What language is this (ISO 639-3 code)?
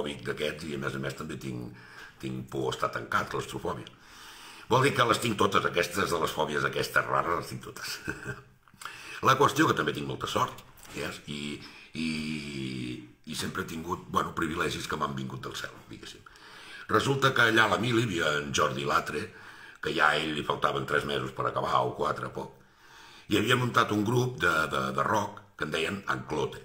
cat